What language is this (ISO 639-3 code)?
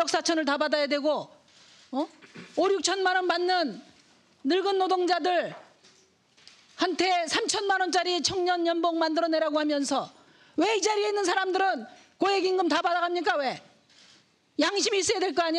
kor